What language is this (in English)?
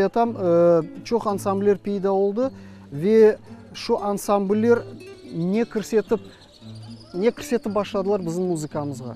Crimean Tatar